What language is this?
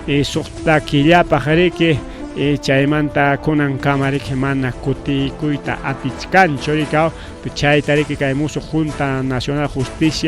Ayacucho Quechua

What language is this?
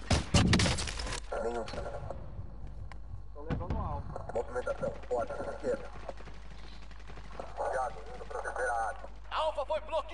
Portuguese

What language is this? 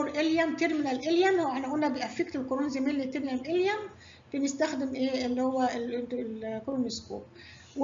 Egyptian Arabic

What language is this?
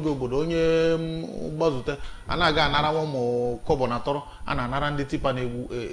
Igbo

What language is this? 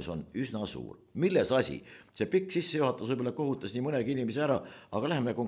Estonian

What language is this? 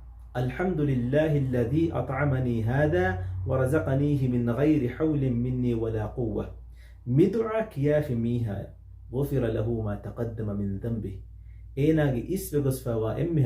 Divehi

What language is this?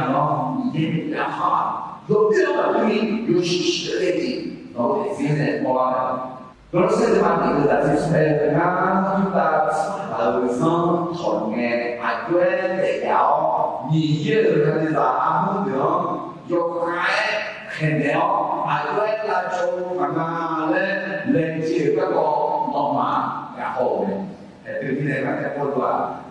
Akha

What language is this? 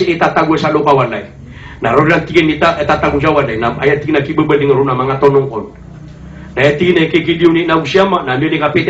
Maranao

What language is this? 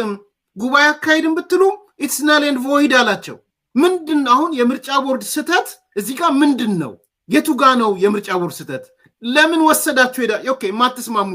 Amharic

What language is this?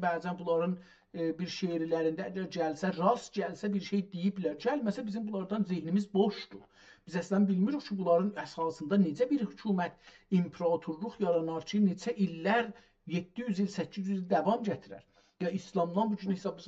South Azerbaijani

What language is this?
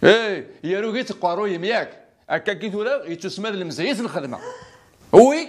Kabyle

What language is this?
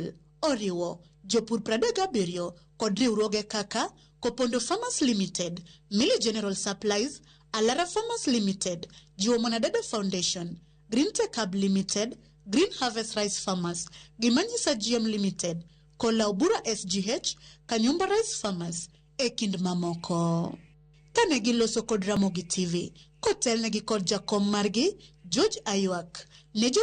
Luo (Kenya and Tanzania)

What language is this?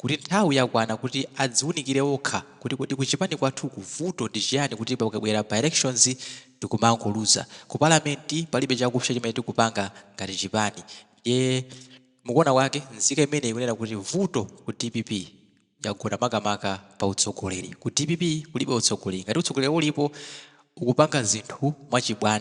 Nyanja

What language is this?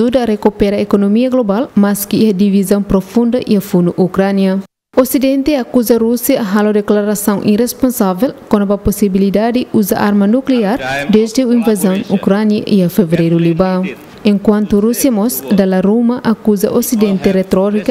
Tetum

